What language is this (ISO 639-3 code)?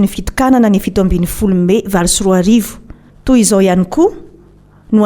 mlg